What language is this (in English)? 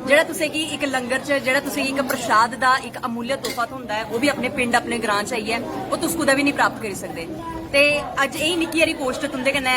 Dogri